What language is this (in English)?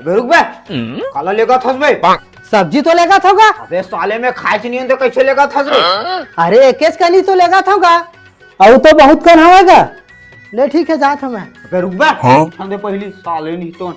Chhattisgarhi